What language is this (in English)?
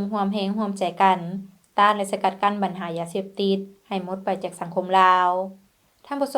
Lao